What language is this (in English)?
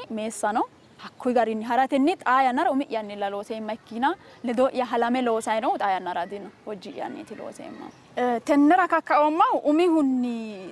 Sidamo